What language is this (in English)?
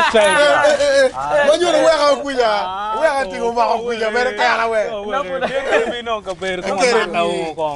Acoli